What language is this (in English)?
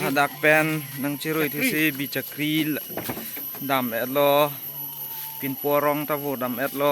Karbi